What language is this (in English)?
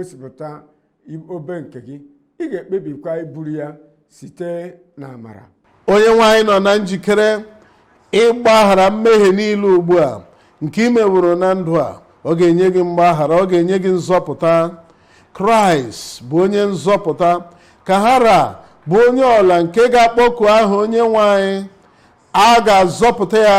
Igbo